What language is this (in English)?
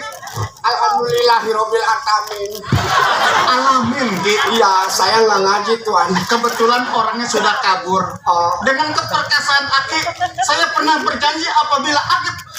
Betawi